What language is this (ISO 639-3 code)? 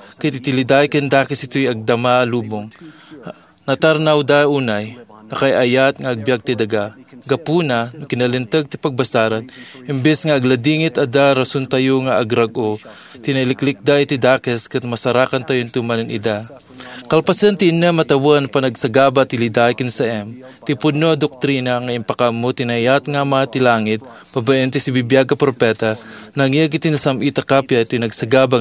ilo